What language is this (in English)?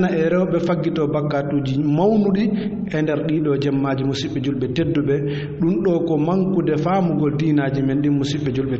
Fula